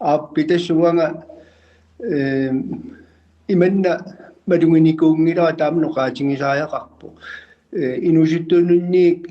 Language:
Kalaallisut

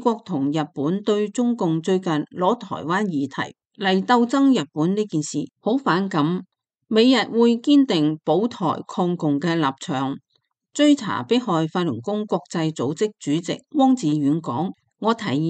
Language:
Cantonese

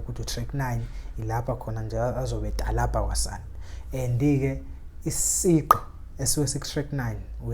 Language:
Zulu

